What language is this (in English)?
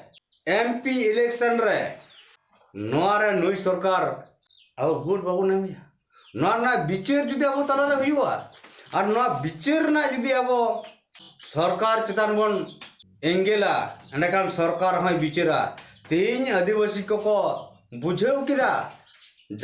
Santali